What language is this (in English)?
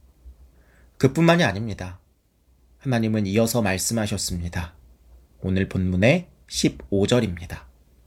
Korean